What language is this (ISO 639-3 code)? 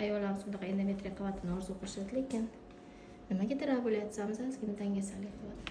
uzb